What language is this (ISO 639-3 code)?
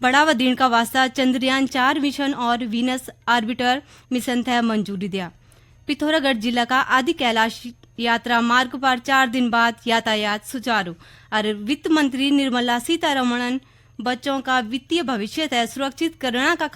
gbm